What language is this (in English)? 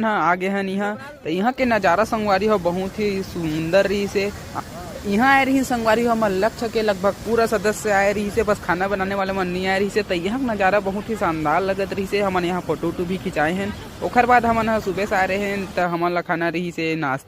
Chhattisgarhi